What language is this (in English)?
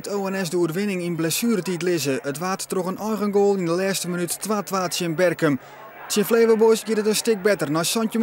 Western Frisian